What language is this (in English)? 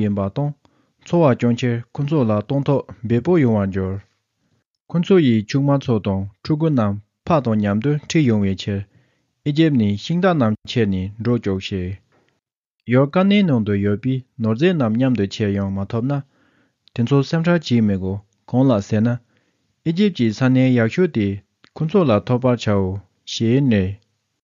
Tibetan